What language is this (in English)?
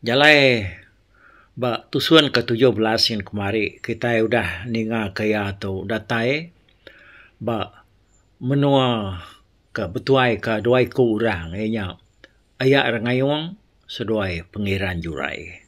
Iban